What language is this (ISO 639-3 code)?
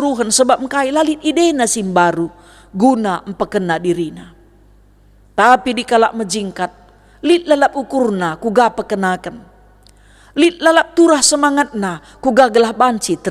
btx